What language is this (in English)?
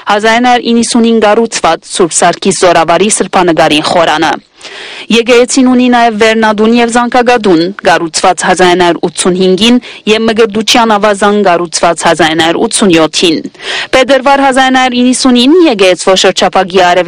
Armenian